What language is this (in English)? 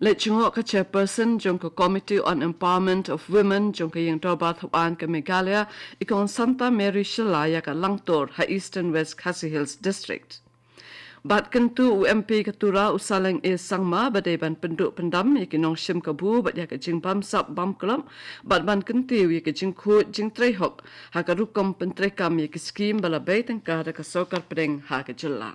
Khasi